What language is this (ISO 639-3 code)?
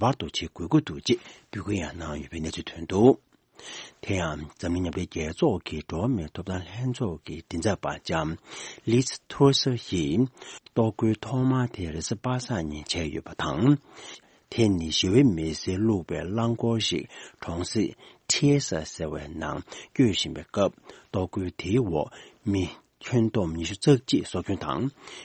bod